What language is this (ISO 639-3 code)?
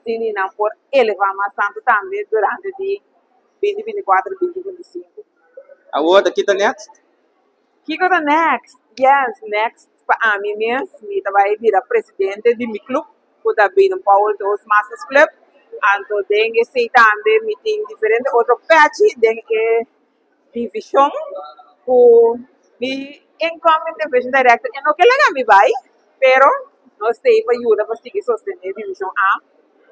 pap